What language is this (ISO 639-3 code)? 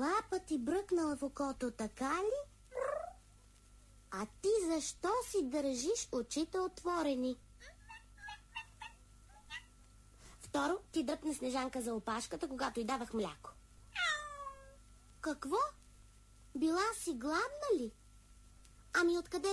bul